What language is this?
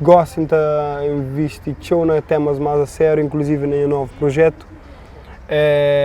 Kabuverdianu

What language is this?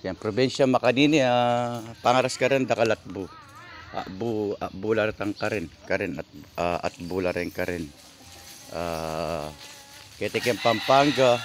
Pampanga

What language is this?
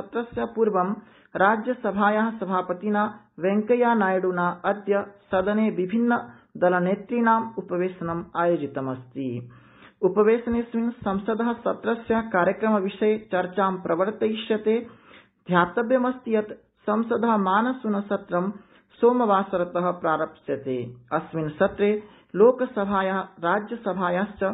Sanskrit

